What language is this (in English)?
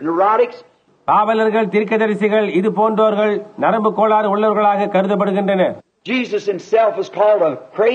Tamil